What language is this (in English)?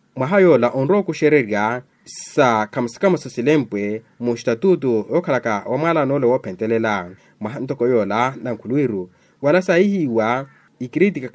Makhuwa